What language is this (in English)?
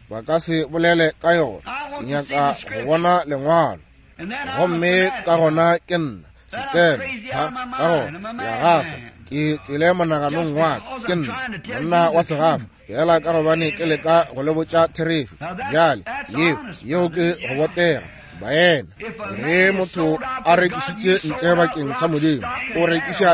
Northern Sotho